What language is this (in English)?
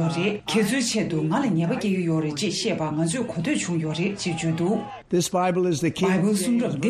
Tibetan